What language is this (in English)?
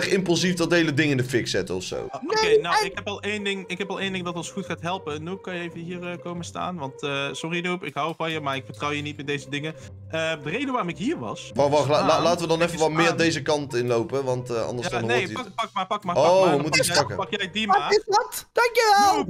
Dutch